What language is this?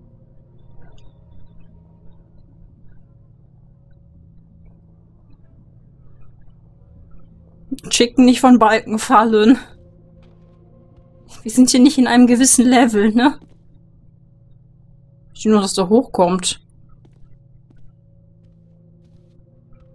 German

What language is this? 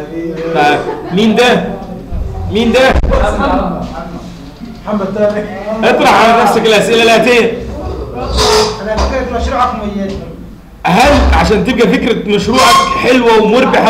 Egyptian Arabic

